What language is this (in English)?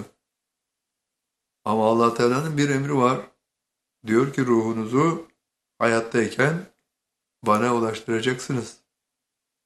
Turkish